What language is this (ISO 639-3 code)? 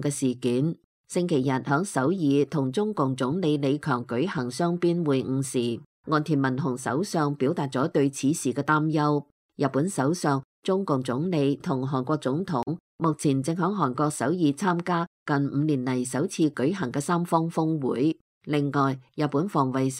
yue